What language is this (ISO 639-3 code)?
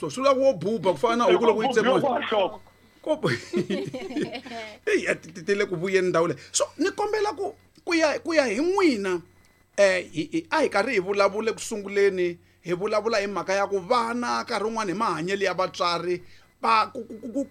tso